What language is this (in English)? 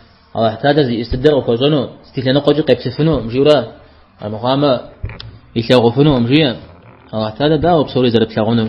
Kabardian